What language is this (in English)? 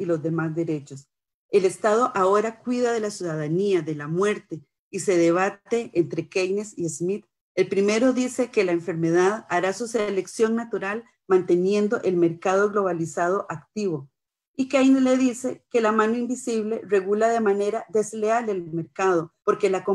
Spanish